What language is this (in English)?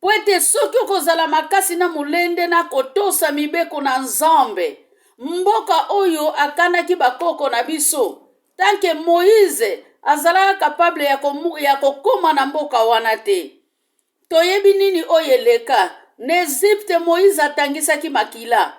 Lingala